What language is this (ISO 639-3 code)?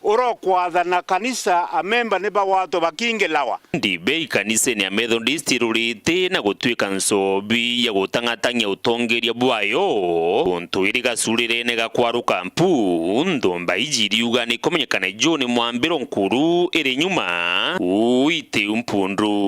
mer